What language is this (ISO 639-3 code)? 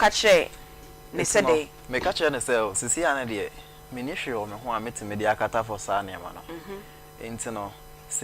aka